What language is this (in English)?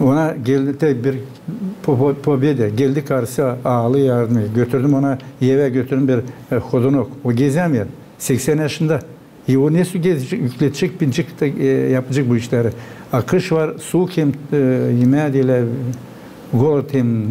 Gagauz